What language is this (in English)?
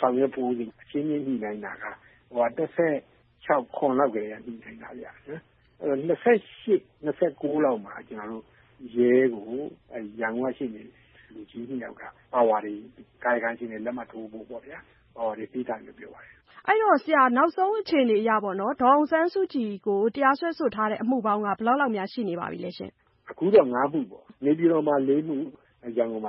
Burmese